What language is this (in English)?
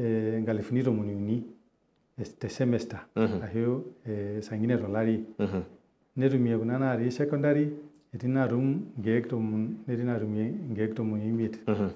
Masai